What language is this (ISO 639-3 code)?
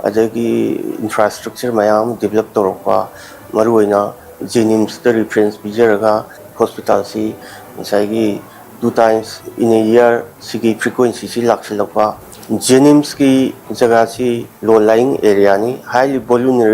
mni